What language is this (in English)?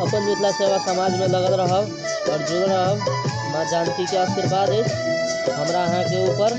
Maithili